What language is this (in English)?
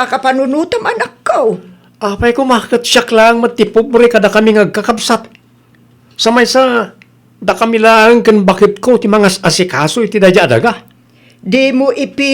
Iloko